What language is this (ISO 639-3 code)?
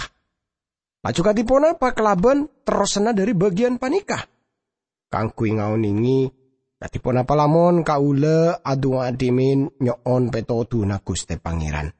mad